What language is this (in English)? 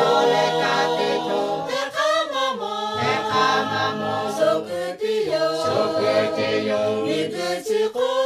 Lahu